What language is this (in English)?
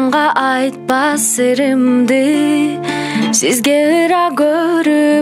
Kyrgyz